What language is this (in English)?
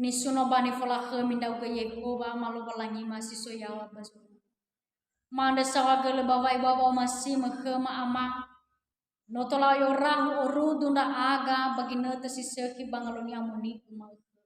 Nias